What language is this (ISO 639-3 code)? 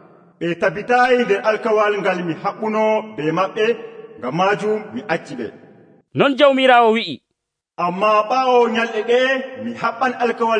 fuv